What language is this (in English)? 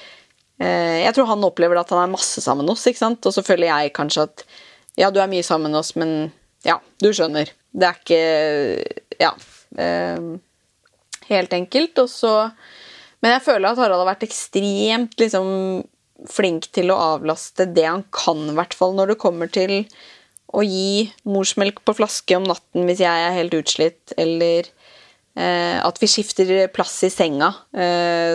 Norwegian